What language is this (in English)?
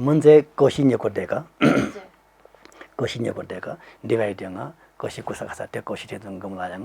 Newari